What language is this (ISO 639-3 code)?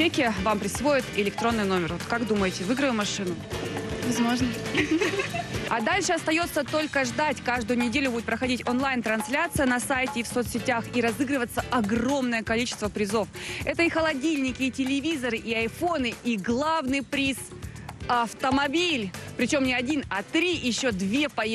rus